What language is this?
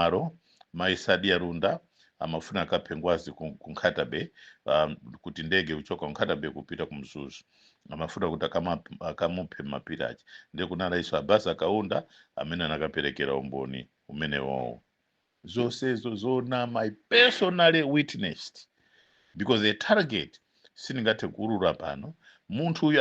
Nyanja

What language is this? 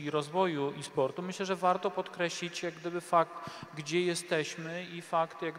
Polish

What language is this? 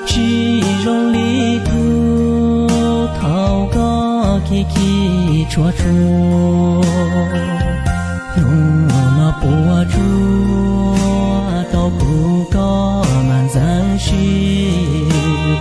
Hmong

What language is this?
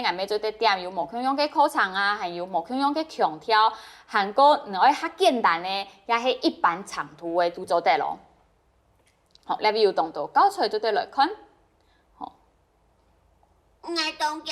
Hakka Chinese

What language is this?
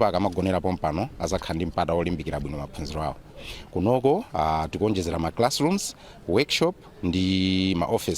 Nyanja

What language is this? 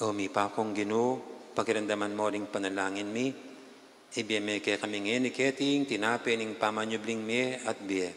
Pampanga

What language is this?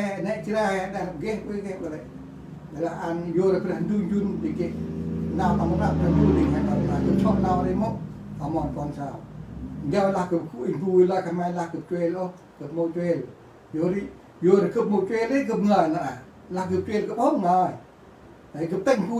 Central Mnong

